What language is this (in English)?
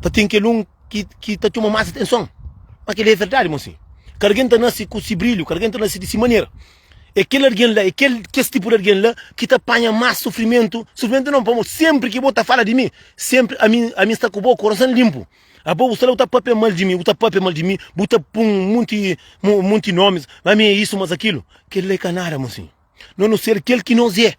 Kabuverdianu